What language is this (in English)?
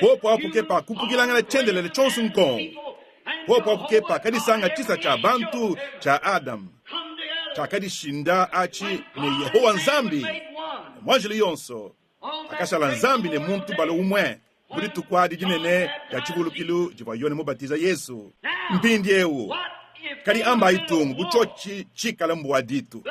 Luba-Lulua